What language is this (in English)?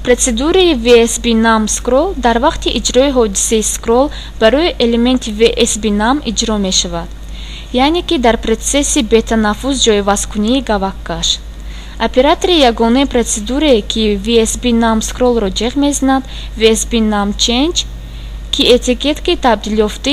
Tajik